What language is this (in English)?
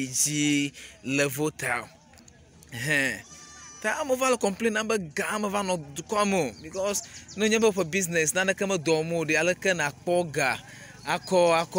Ewe